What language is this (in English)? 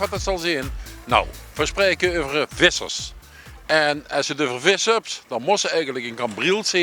Limburgish